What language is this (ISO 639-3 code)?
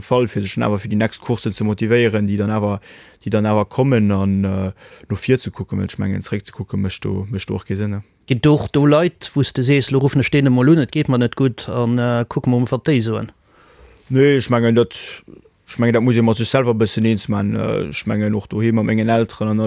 ltz